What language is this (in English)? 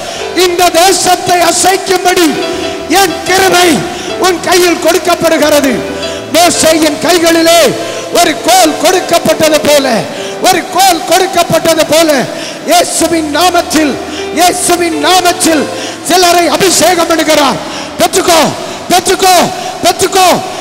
Tamil